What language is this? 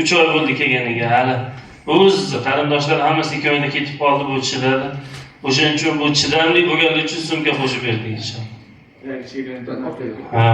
Uzbek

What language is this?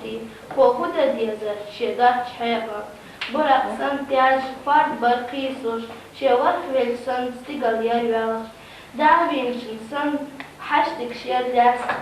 Chechen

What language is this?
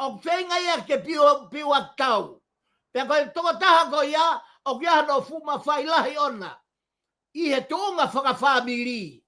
Tongan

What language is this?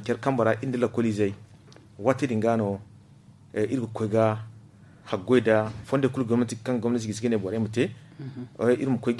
Zarma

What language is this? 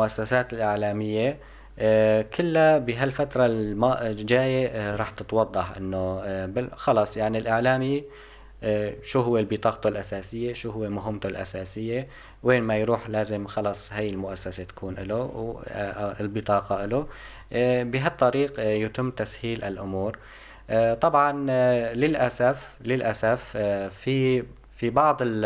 North Levantine Arabic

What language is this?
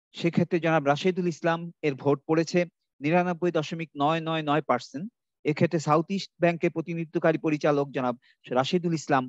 Bangla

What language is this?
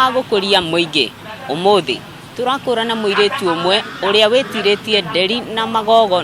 Kikuyu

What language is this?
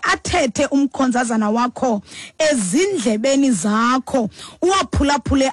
Xhosa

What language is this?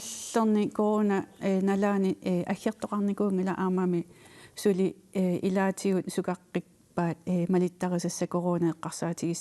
Kalaallisut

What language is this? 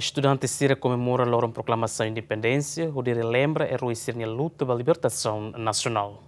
Tetum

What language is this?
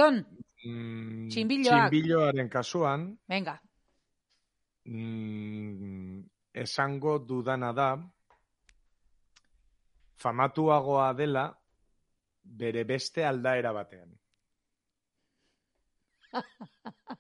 Basque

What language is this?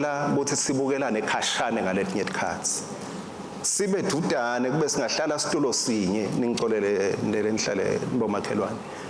Swati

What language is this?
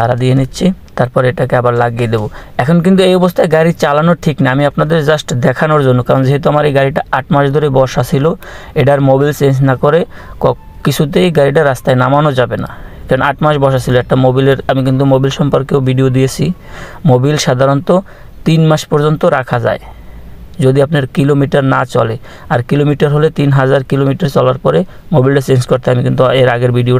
Bangla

